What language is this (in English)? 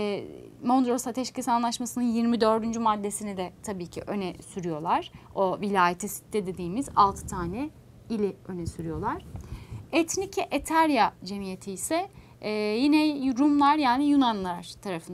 Turkish